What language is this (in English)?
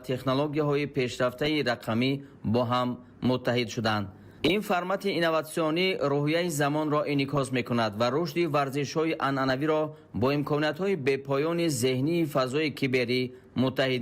Tajik